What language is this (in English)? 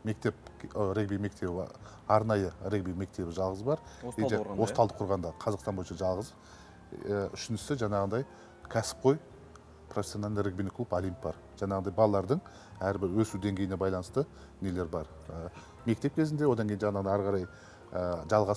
Kazakh